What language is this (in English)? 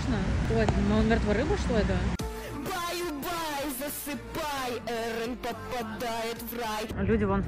Russian